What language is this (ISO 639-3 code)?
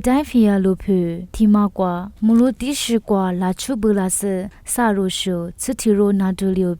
lis